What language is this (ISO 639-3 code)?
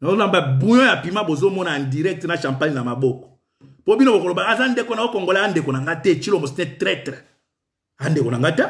lin